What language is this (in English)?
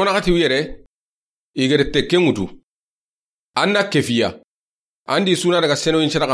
Soninke